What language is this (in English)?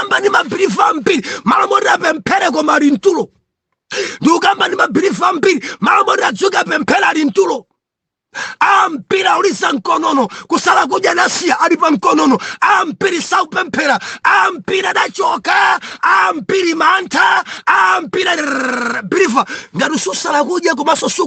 Nyanja